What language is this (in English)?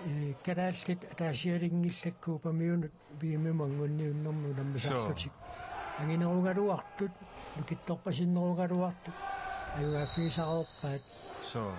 Kalaallisut